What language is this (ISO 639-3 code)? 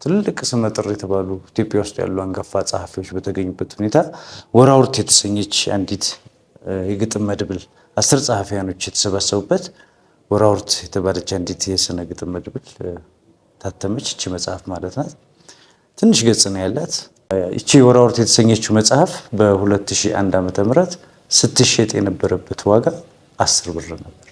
amh